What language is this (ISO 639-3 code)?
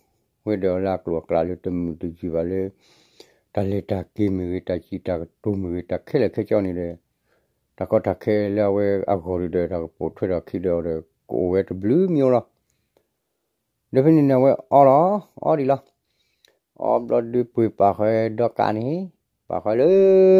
ksw